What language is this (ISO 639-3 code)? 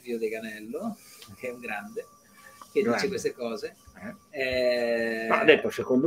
ita